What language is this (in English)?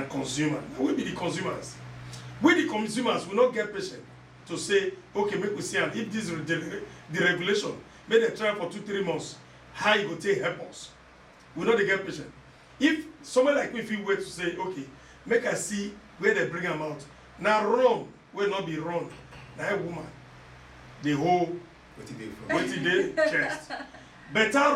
Nigerian Pidgin